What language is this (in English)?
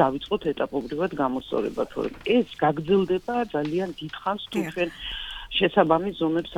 Georgian